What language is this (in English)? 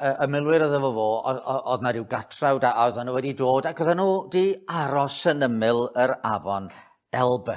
Welsh